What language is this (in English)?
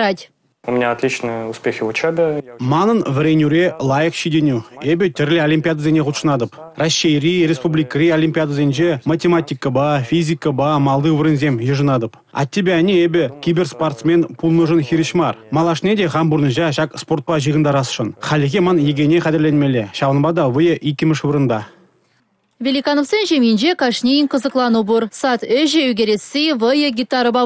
Chuvash